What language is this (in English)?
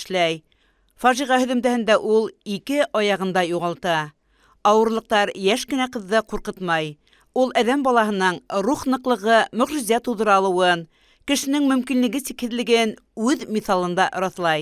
Bashkir